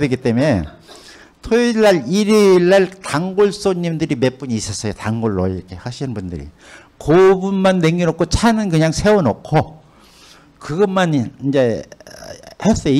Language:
Korean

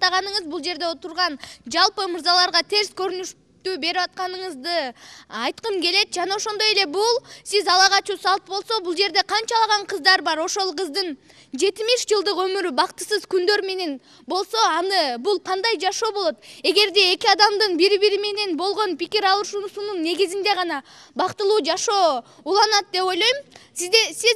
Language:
Kyrgyz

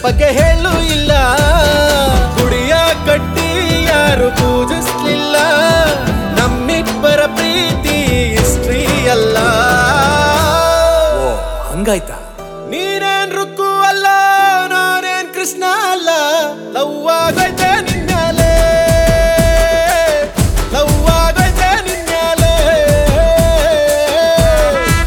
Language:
Kannada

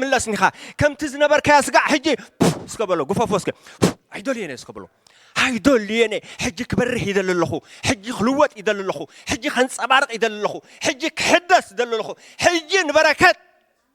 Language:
Tigrinya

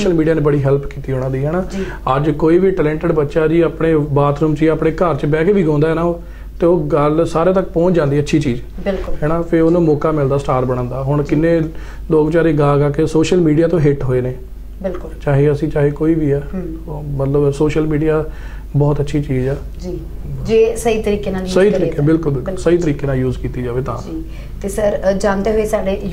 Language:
Punjabi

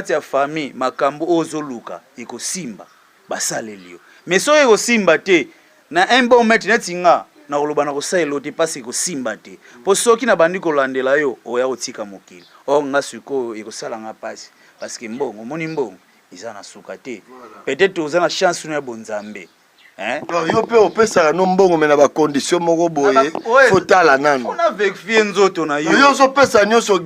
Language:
Lingala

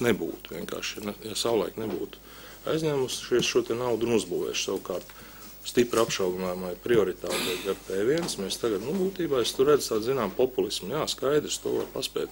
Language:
Latvian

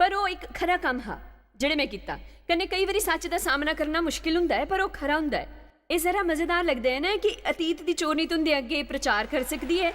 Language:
Dogri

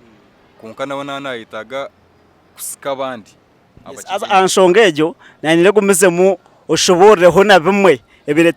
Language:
Nyankole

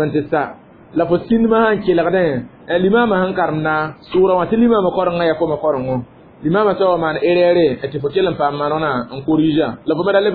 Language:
Mossi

